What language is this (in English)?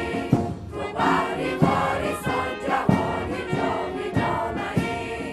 Tajik